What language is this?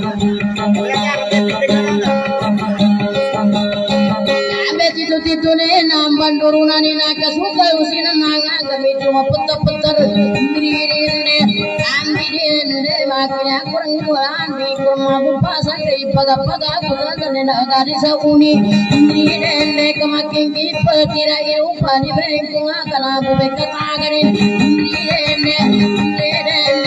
Indonesian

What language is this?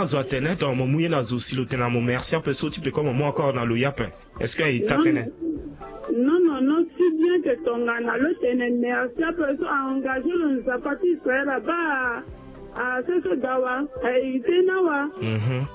Sango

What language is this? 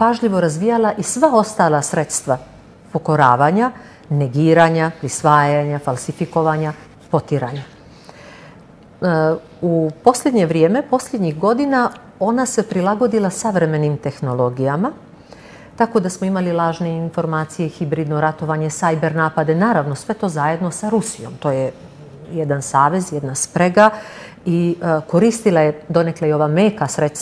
Serbian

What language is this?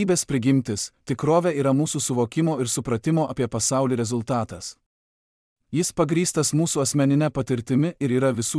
Lithuanian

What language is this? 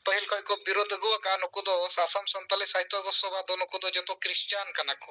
Santali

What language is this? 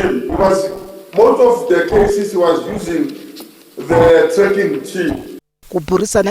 Tsonga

